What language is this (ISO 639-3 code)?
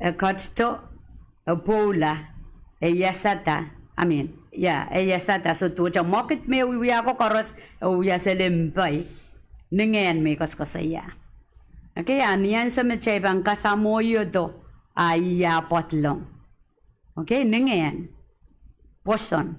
pon